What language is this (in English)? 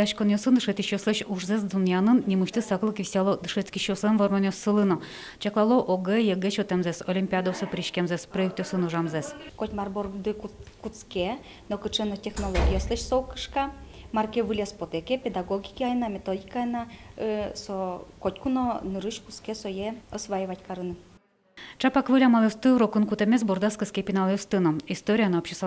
Udmurt